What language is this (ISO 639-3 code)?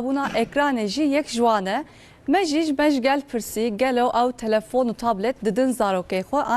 kur